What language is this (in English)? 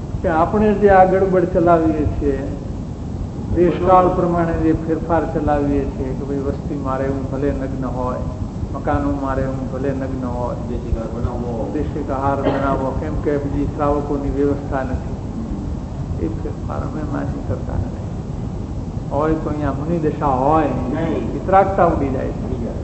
Gujarati